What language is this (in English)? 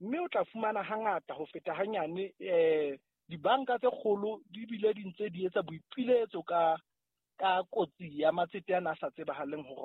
Southern Sotho